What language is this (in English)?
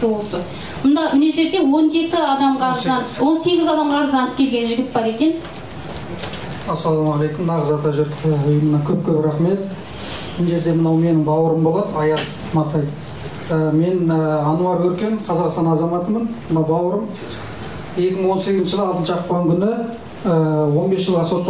Kazakh